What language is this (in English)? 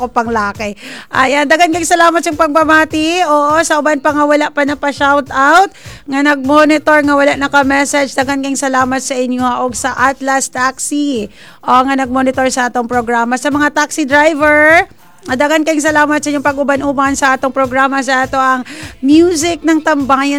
Cebuano